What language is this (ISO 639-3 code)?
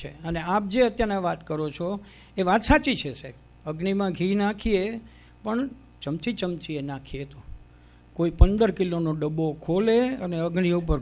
guj